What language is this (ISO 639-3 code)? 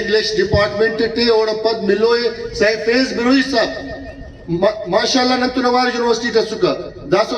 brh